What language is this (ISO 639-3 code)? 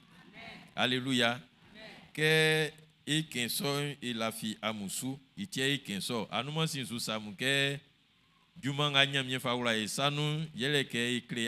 bci